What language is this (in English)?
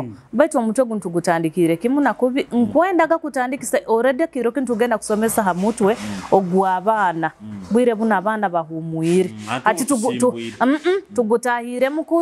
Nyoro